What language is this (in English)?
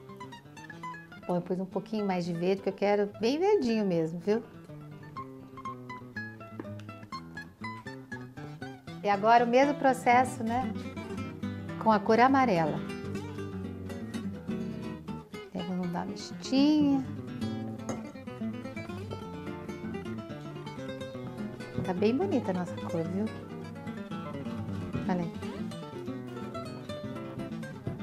Portuguese